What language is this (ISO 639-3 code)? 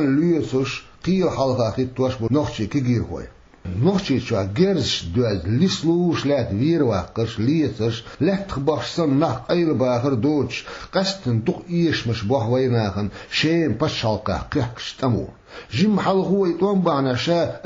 che